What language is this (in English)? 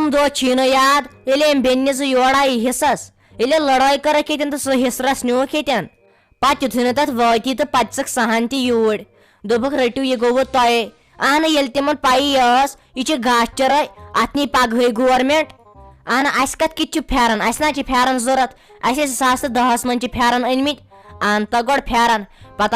Kashmiri